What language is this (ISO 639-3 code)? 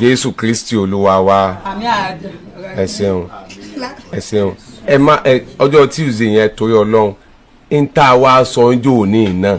yor